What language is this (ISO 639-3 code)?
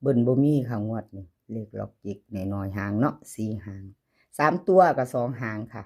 tts